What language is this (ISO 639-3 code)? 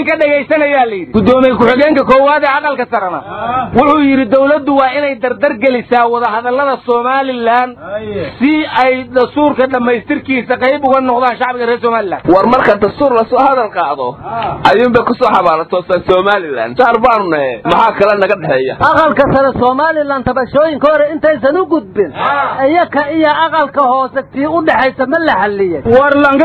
som